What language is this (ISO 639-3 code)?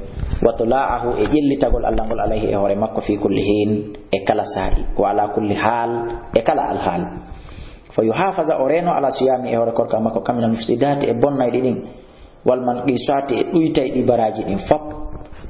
ful